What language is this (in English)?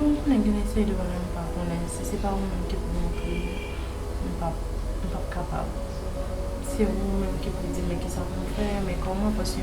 Haitian Creole